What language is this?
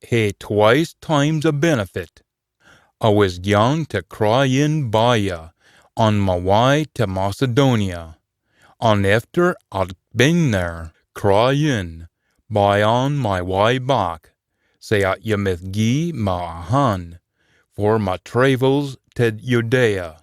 Scots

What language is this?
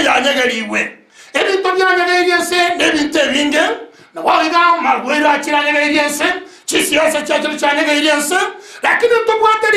Gusii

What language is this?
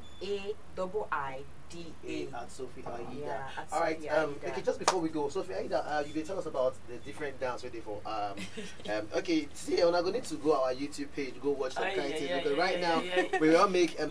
Nigerian Pidgin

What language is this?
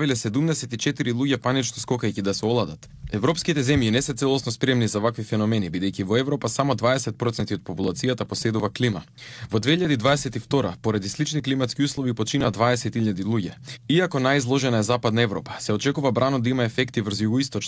Macedonian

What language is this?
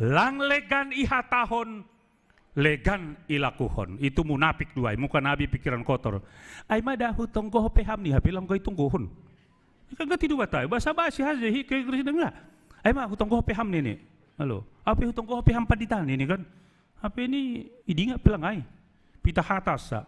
Batak Simalungun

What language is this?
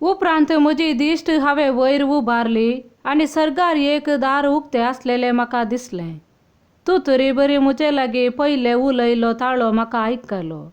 Konkani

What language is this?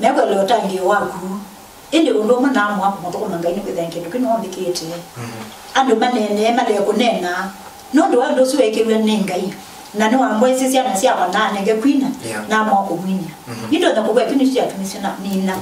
Kamba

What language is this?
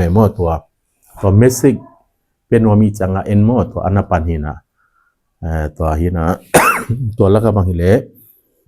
Tedim Chin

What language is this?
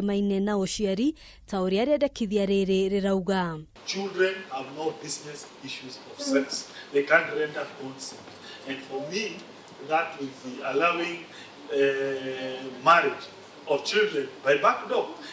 Kikuyu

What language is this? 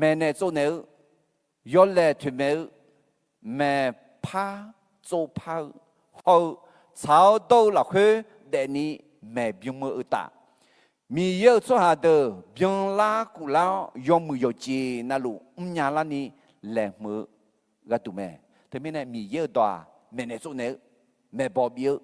Akha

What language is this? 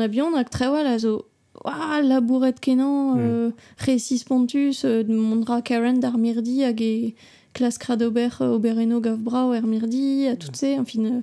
Breton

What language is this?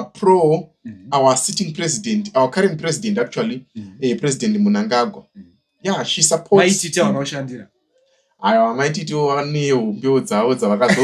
Shona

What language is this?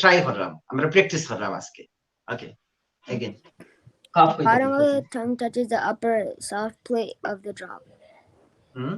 Sylheti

